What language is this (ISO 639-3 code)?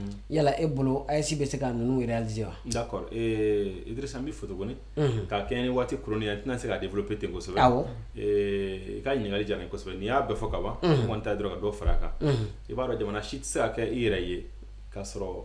bam